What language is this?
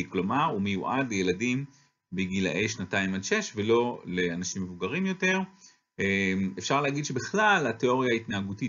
Hebrew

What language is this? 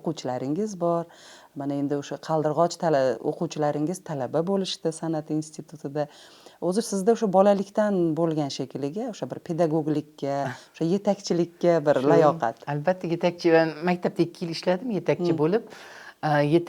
Uzbek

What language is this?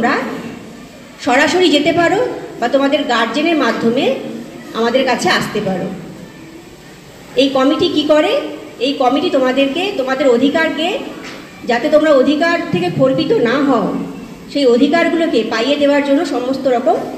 Bangla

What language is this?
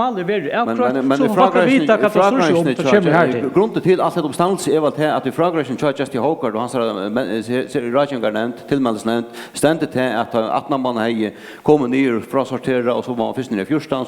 Faroese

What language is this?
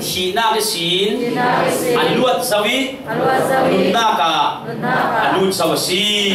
Falam Chin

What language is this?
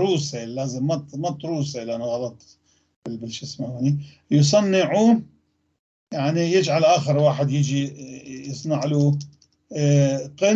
North Levantine Arabic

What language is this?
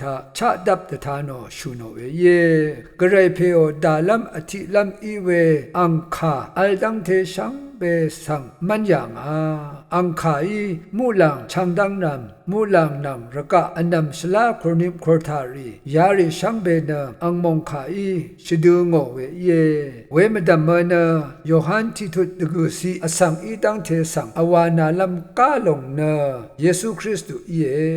Rawang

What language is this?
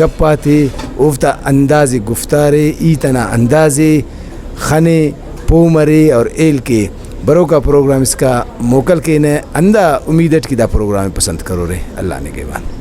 Brahui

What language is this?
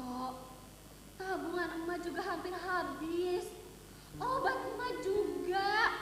Banjar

